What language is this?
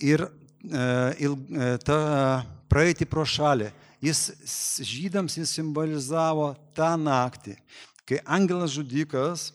Lithuanian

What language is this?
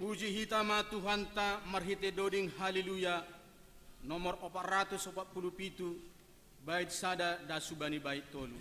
Batak Simalungun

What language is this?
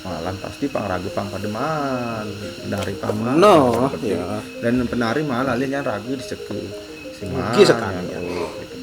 Balinese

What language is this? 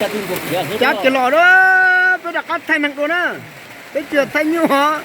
Hmong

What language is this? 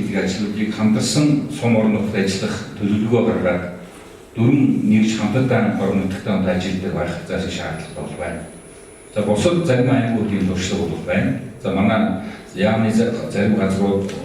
Mongolian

